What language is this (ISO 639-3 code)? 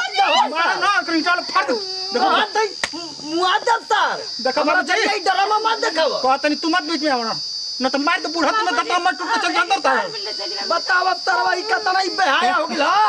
bho